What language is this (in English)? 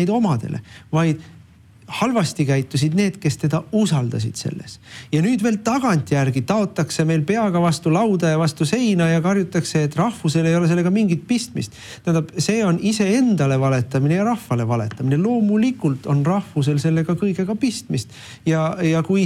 Estonian